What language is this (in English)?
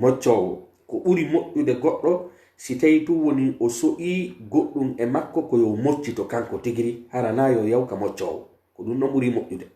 Pular